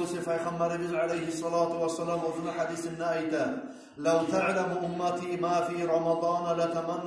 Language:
Kumyk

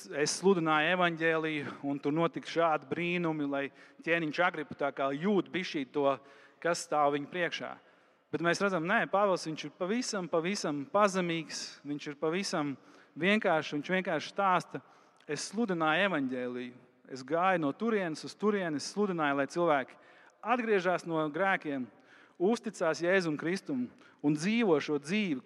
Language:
Latvian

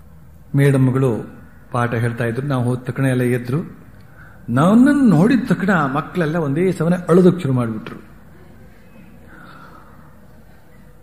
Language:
Kannada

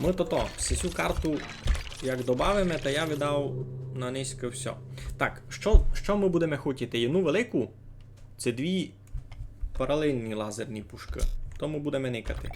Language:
Rusyn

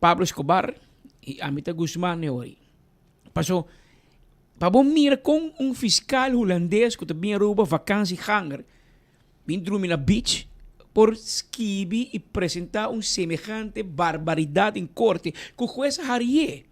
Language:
Papiamento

